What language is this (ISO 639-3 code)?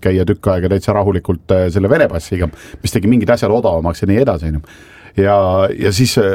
est